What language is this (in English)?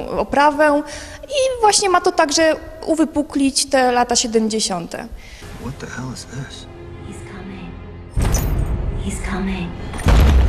Polish